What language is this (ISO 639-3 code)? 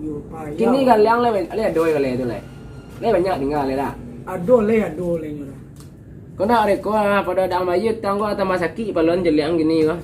min